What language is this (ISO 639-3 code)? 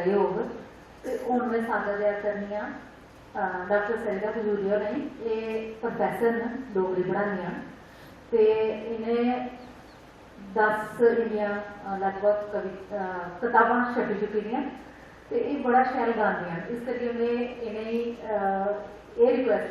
doi